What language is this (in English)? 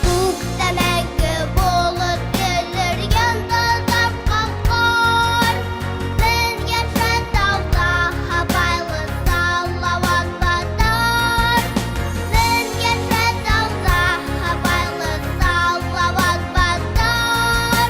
Bashkir